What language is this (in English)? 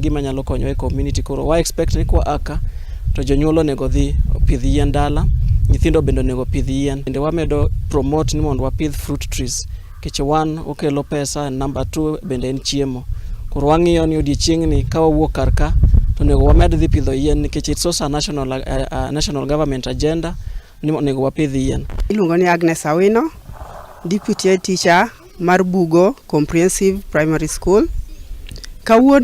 Luo (Kenya and Tanzania)